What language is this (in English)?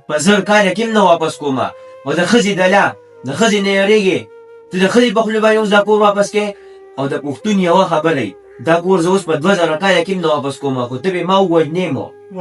Pashto